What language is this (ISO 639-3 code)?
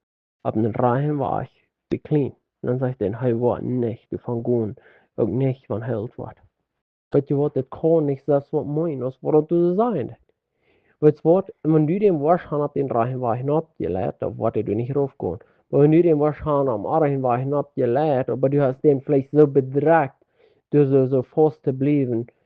pdt